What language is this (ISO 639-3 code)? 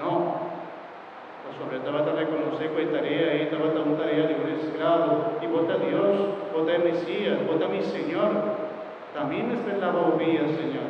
pap